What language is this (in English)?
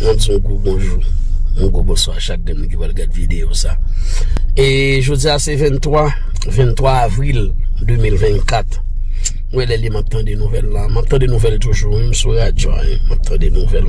Haitian Creole